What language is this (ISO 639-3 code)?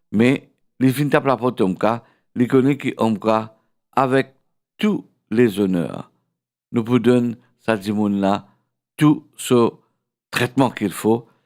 mfe